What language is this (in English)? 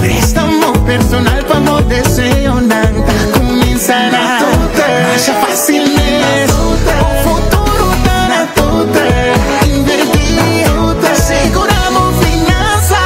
Papiamento